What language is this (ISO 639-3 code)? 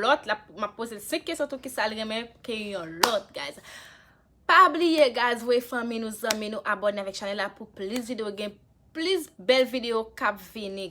hat